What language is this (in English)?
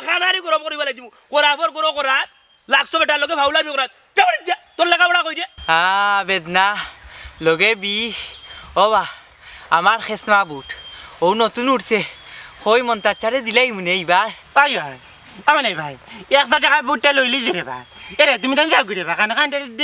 Sylheti